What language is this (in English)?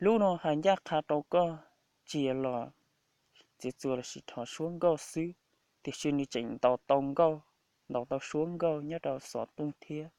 Hmong